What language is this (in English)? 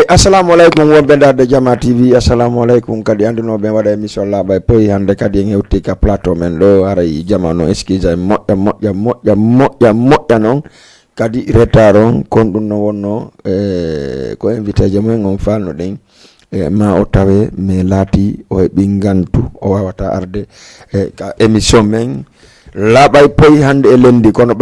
Fula